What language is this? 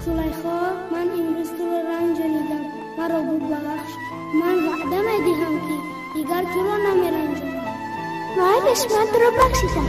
Tajik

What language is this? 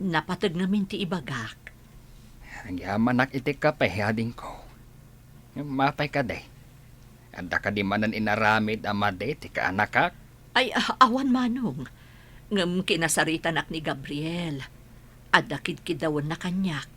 Iloko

